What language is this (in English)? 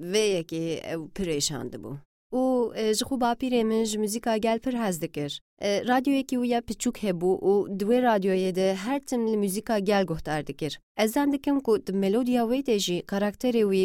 Kurdish